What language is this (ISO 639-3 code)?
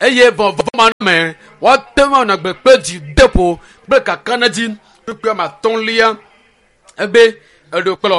ewe